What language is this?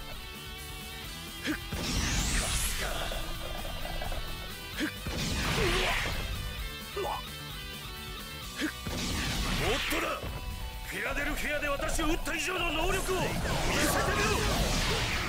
Japanese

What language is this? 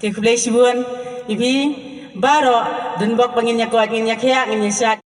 Khasi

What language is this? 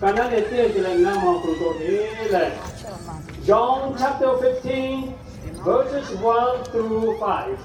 Lahu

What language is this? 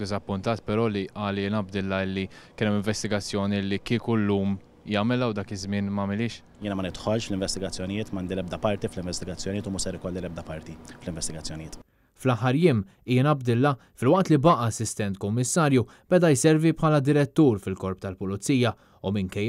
Maltese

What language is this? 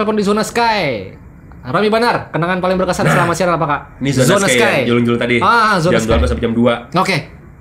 Banjar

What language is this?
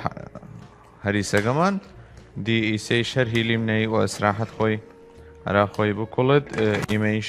Southern Kurdish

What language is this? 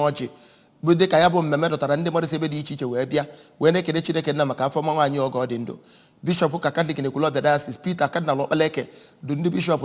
Igbo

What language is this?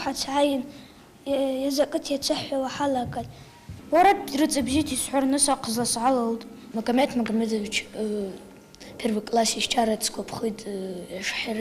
Abkhazian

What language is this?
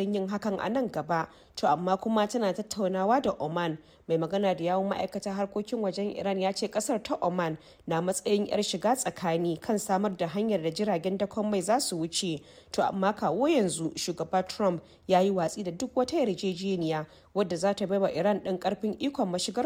Hausa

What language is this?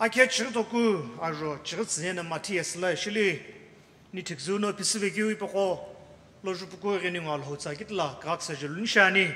Sumi Naga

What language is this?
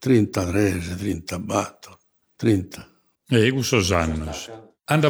Sardinian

